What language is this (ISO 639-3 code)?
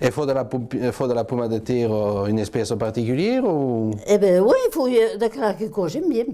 oci